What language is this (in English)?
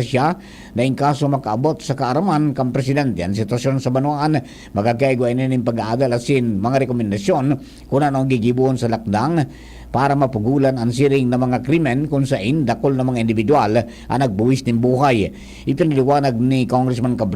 Bikol